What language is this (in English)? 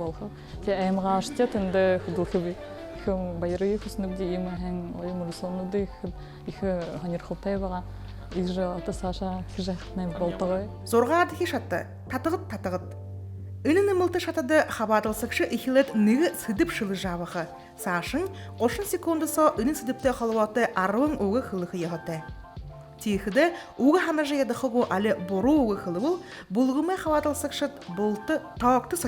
Buriat